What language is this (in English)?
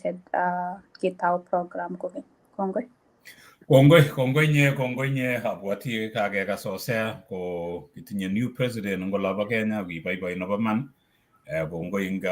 Kalenjin